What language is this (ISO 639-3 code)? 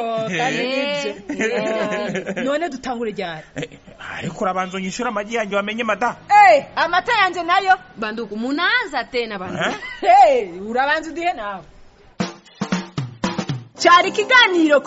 kin